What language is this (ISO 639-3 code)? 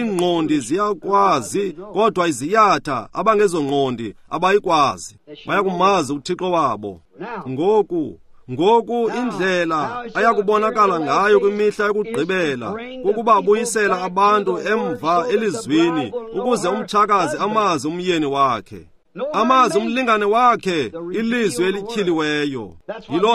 xho